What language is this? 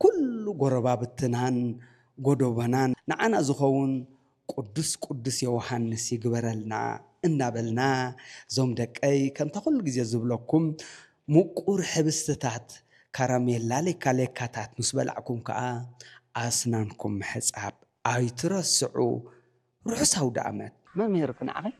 Tigrinya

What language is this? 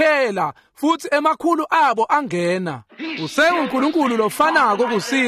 Swati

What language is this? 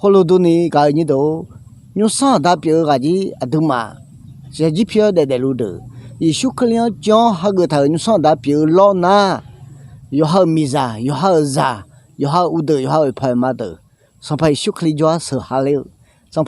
Akha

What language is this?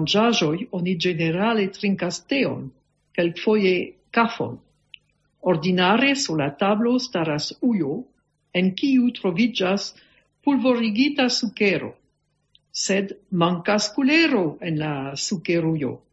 Esperanto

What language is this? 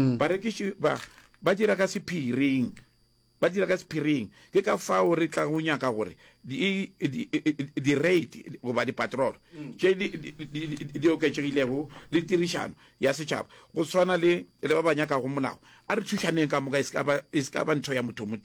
Northern Sotho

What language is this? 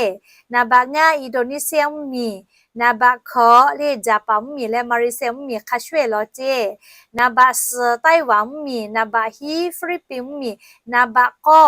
Lahu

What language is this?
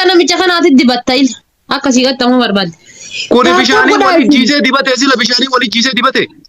Oromo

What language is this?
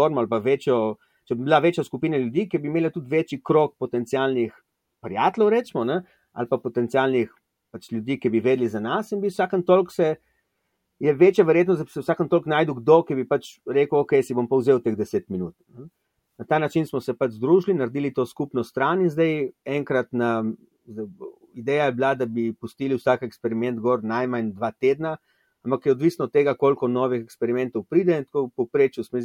Slovenian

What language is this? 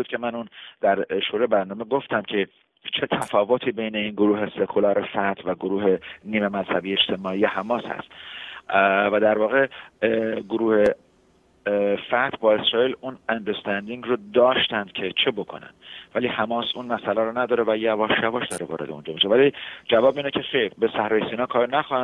Persian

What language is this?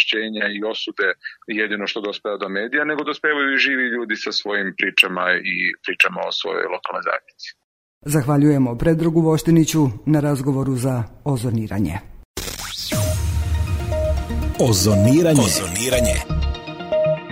Serbian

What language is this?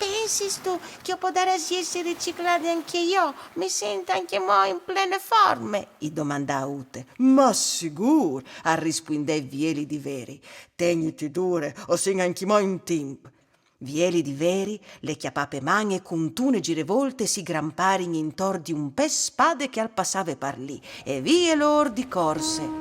Friulian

